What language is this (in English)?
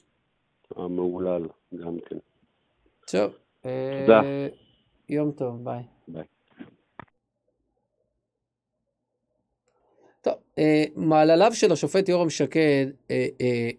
Hebrew